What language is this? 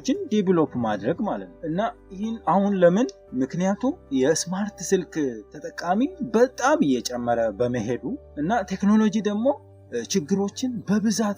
Amharic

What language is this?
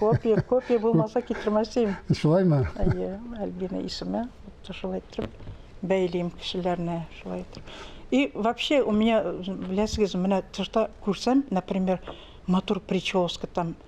Tatar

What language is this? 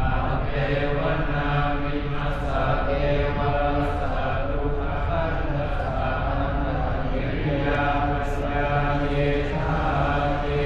Pali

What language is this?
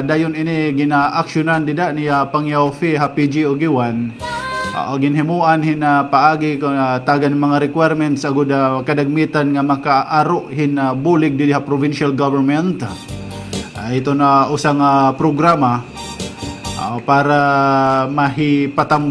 Waray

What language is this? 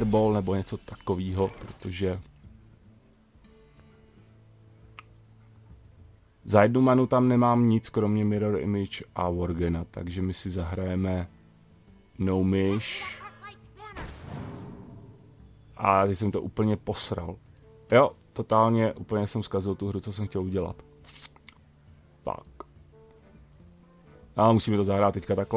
Czech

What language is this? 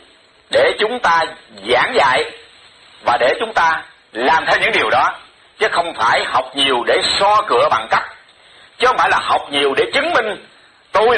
Vietnamese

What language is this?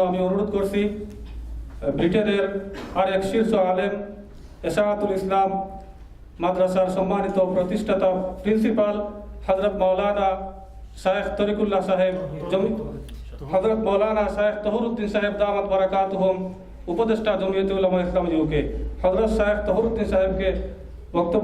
Sylheti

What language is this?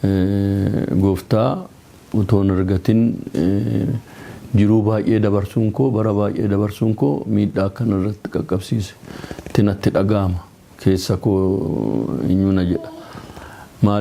Oromo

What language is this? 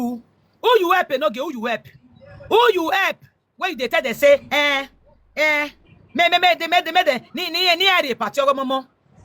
Nigerian Pidgin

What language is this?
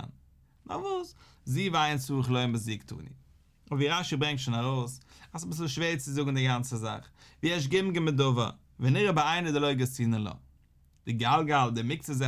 Yiddish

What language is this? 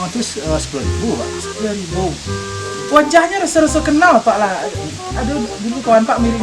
Minangkabau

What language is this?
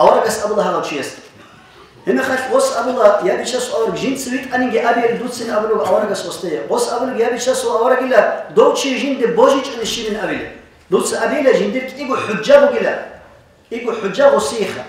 Avaric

